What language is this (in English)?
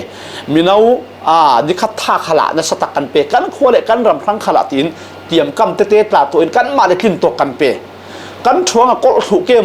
Falam Chin